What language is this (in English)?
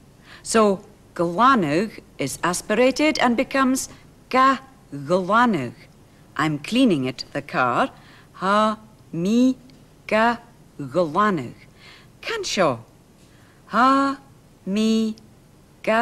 Scottish Gaelic